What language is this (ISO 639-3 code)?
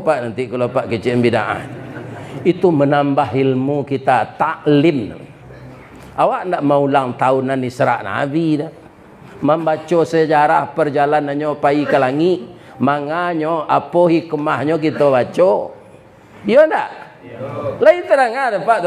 min